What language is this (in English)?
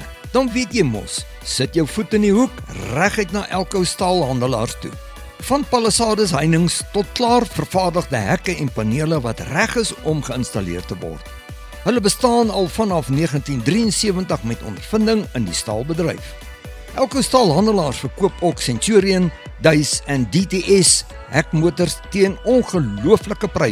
Afrikaans